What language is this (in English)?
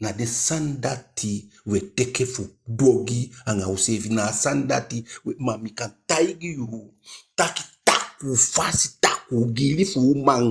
Eastern Maroon Creole